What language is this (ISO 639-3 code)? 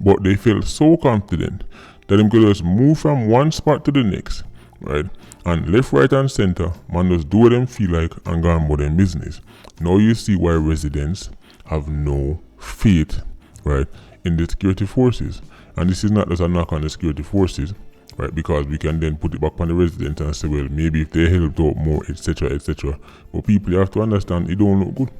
jam